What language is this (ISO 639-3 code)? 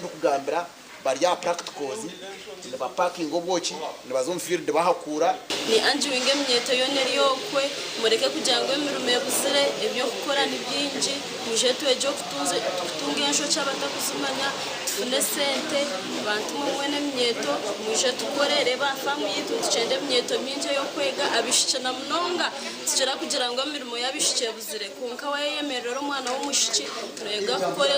nyn